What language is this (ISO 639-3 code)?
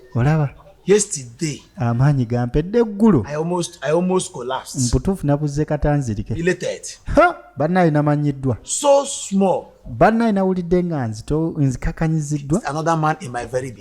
lug